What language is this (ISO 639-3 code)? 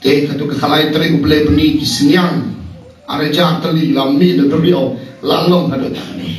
kha